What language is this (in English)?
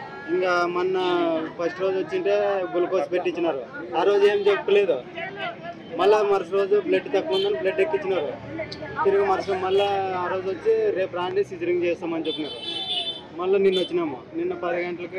Telugu